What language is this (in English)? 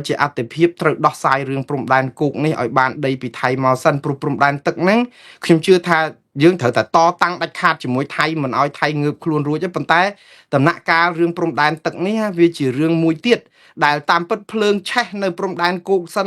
Khmer